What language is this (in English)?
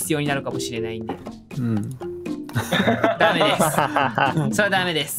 Japanese